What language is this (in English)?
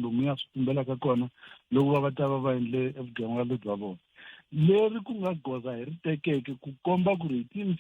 Tsonga